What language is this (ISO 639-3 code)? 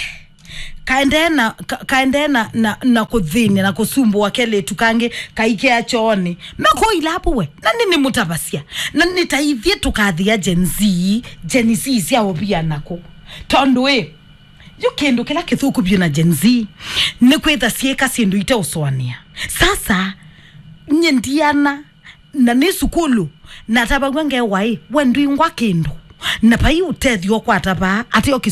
kam